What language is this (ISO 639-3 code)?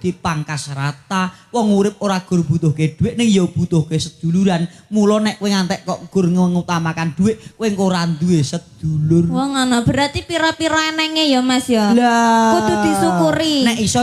jav